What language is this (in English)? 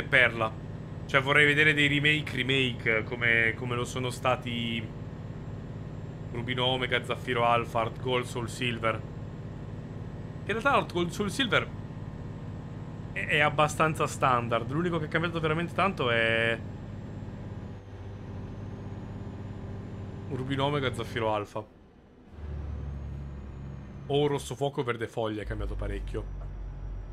Italian